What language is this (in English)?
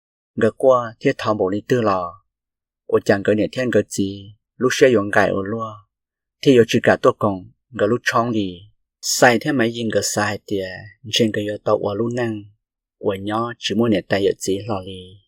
Hmong